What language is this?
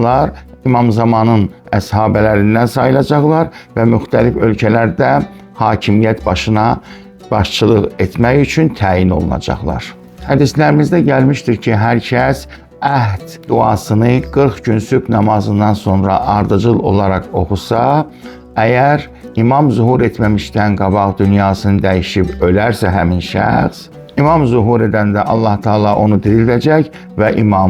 Azerbaijani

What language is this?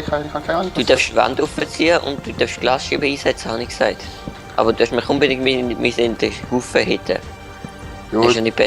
Swiss German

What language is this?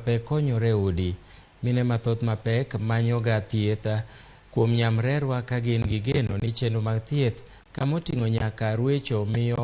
Luo (Kenya and Tanzania)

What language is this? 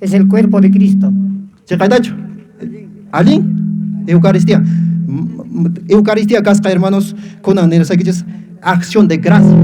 Quechua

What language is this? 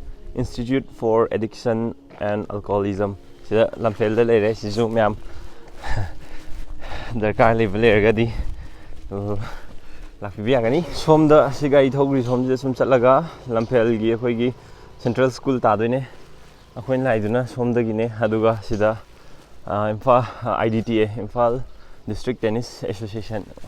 Manipuri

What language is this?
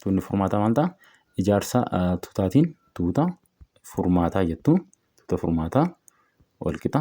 Oromo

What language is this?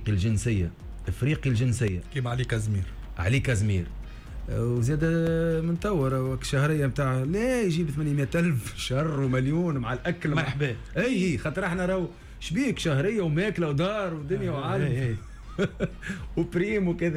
Tunisian Arabic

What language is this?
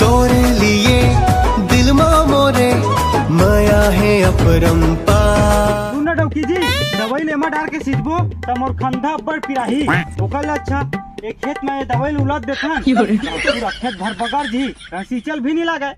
Chhattisgarhi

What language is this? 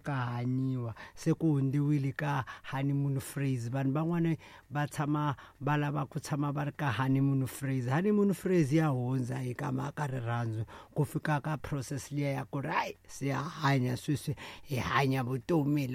Tsonga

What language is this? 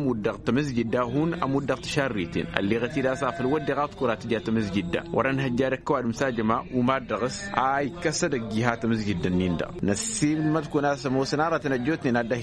Tamasheq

